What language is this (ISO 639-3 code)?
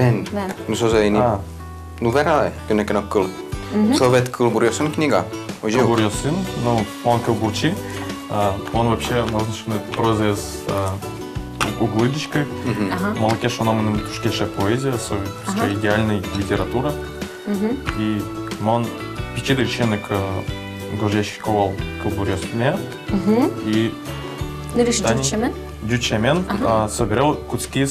udm